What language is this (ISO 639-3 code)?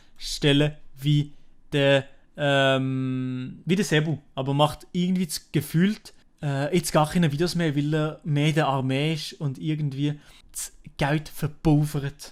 gsw